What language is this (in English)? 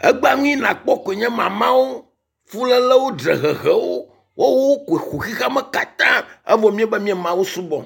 Ewe